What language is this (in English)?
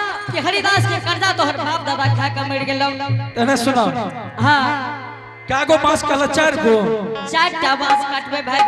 Angika